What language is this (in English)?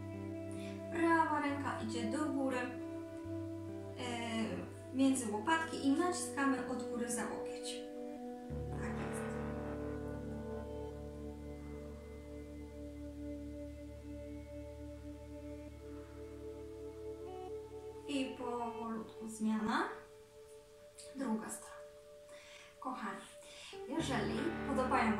Polish